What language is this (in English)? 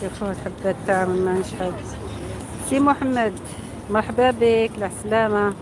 Algerian Arabic